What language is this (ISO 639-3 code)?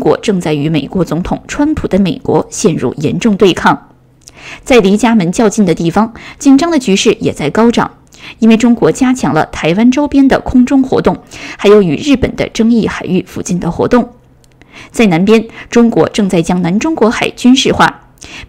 zho